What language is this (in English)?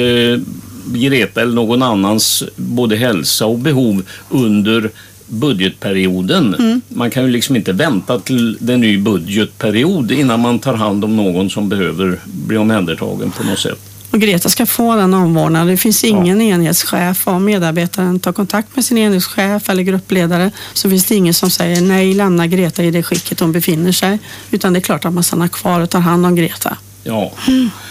Swedish